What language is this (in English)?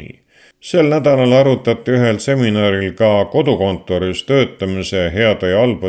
Estonian